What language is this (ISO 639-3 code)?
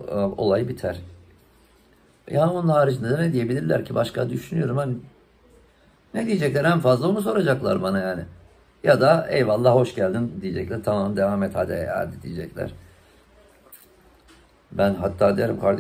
tur